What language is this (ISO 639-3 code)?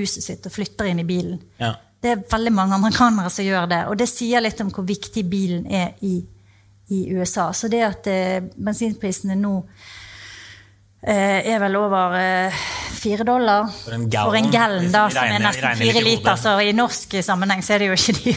nor